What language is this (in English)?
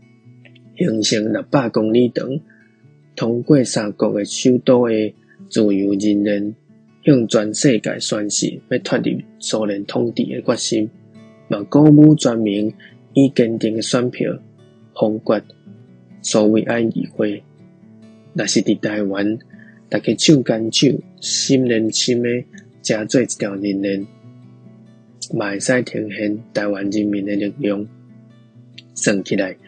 Min Nan Chinese